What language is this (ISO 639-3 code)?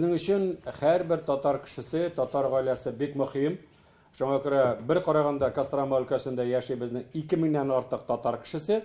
tat